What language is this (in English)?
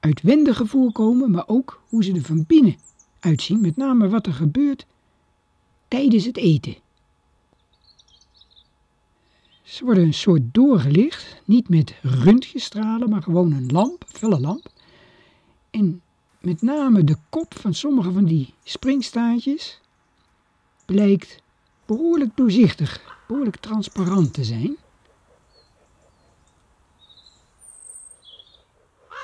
Dutch